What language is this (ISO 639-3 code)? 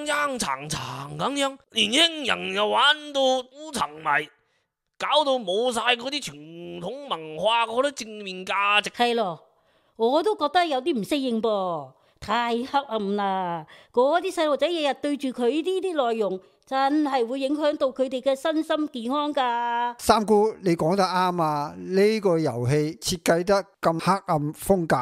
yue